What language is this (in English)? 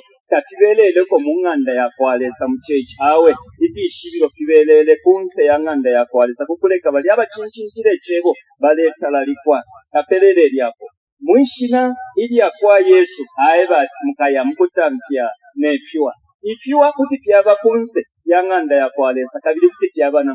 Bemba